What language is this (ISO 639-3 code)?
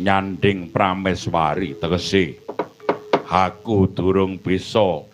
jav